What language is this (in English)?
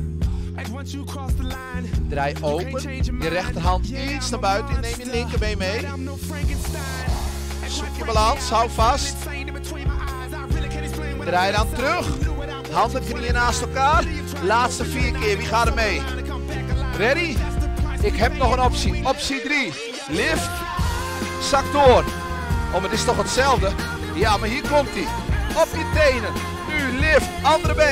Dutch